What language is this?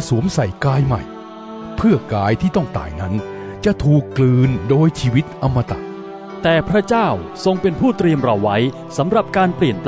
Thai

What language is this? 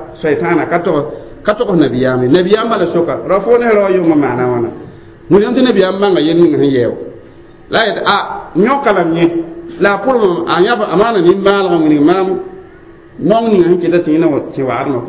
Mossi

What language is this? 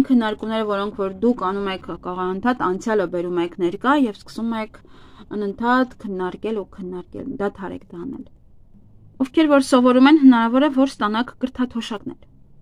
Armenian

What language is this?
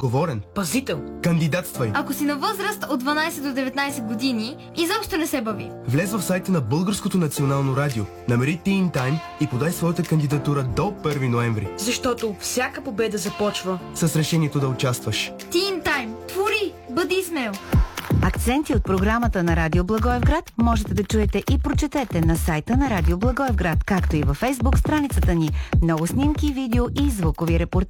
Bulgarian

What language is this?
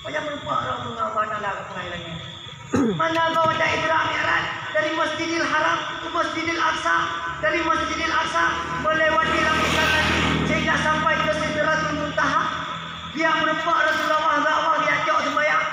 Achinese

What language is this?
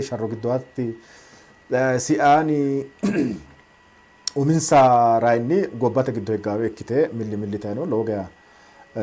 Sidamo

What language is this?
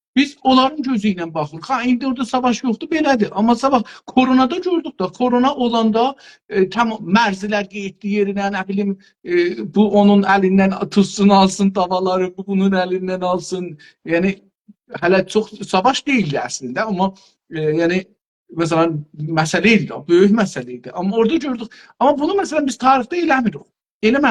South Azerbaijani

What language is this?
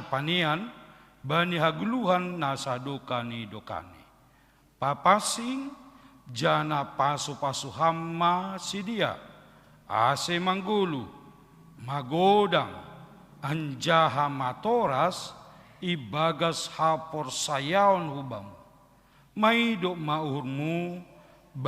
Batak Simalungun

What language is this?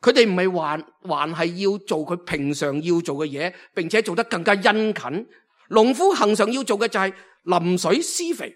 Cantonese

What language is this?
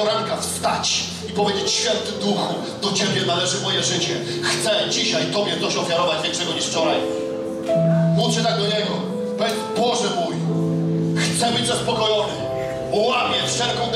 Polish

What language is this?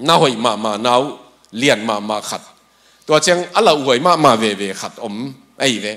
Tedim Chin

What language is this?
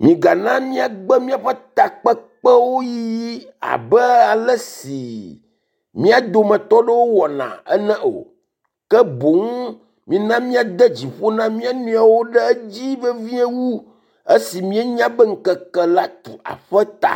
Ewe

